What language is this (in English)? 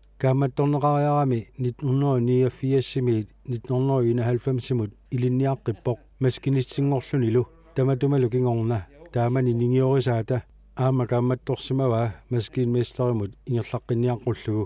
Kalaallisut